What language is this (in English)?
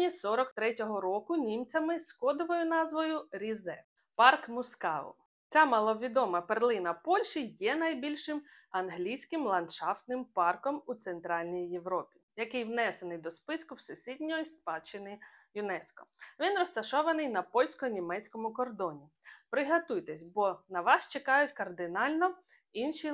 Ukrainian